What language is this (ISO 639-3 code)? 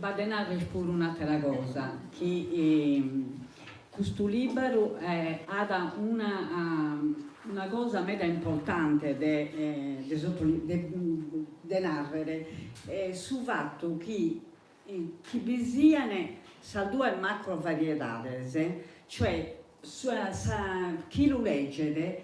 srd